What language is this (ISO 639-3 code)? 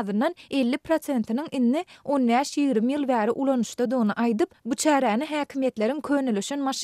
tuk